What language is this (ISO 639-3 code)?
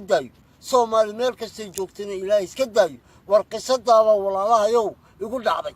som